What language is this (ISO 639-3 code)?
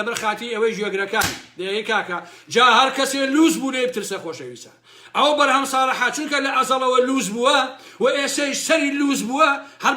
ckb